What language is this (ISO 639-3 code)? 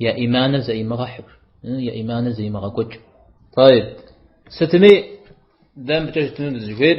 kbd